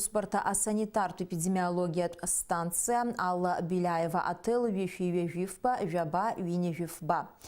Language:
Abkhazian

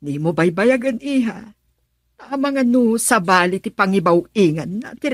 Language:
Iloko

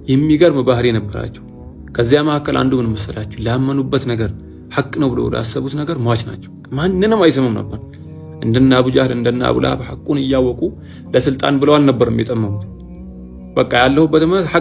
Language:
Amharic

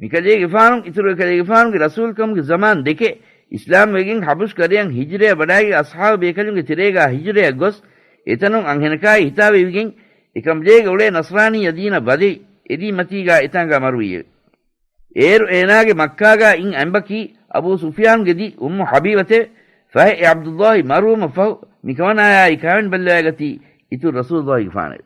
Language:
Divehi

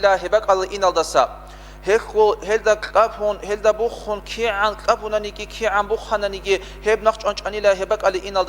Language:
Avaric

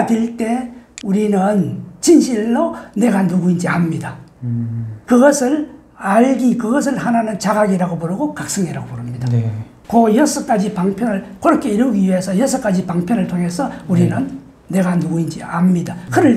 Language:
Korean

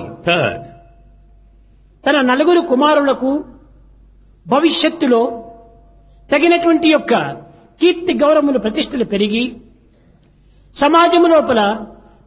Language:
Telugu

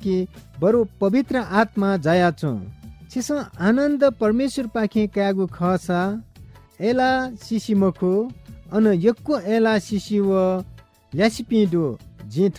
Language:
Newari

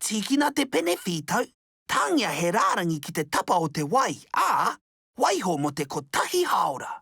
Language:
Māori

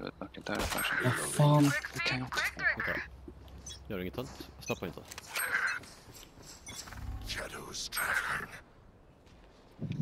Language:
Swedish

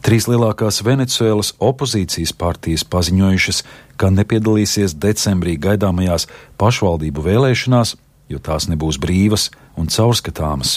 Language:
Latvian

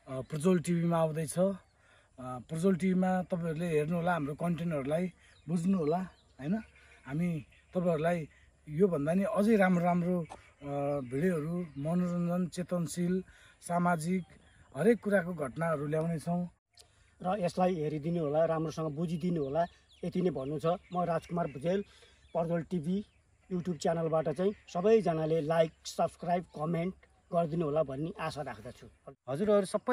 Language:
Nepali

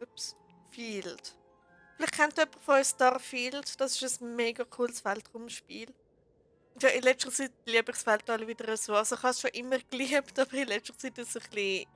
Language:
Swiss German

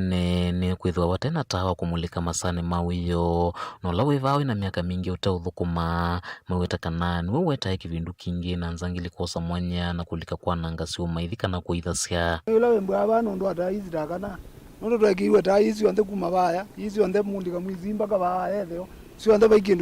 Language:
Kamba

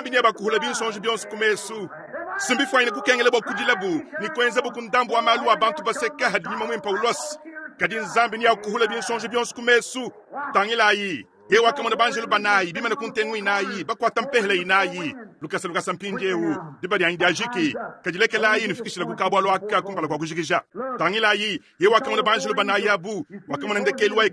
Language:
Luba-Lulua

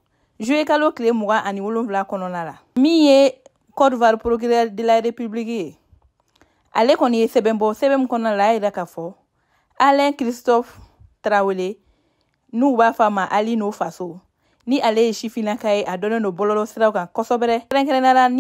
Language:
Bambara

